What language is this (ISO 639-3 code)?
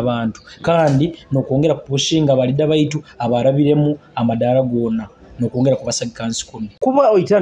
nyo